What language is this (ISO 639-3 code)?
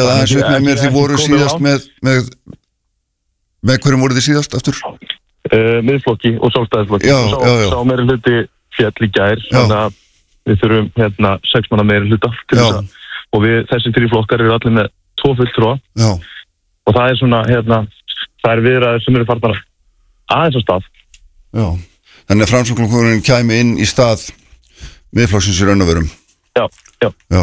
isl